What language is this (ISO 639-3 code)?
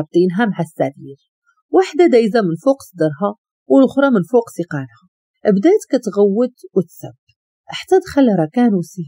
ary